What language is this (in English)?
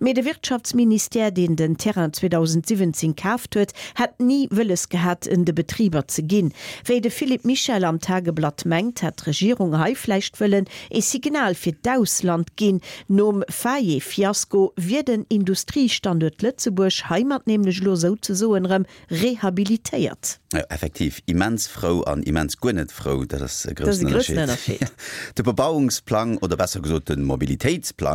Luxembourgish